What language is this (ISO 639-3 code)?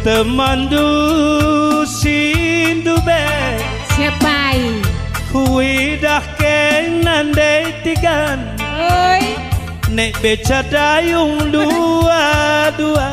btx